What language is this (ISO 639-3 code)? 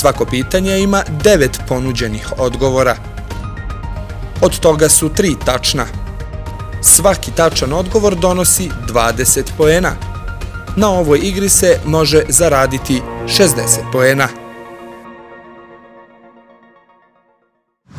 bos